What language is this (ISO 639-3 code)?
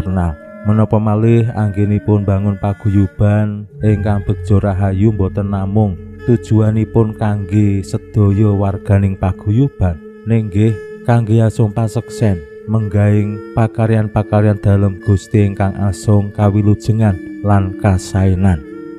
jav